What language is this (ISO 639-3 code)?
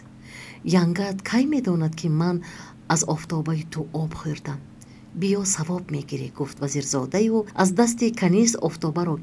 tgk